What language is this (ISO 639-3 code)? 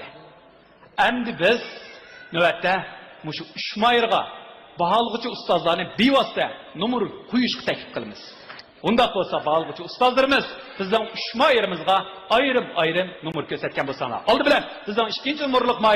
uig